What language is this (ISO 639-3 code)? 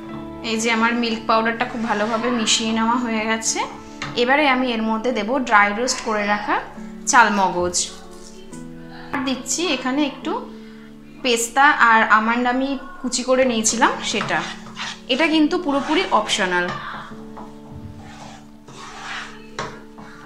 ben